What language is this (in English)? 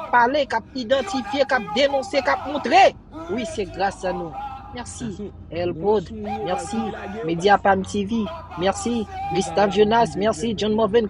Haitian Creole